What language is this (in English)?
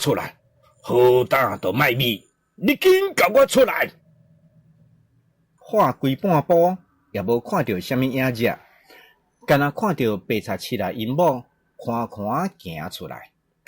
Min Nan Chinese